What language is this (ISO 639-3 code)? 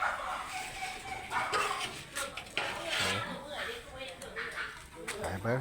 lao